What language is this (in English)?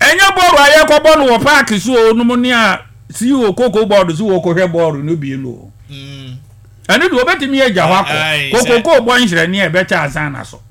Akan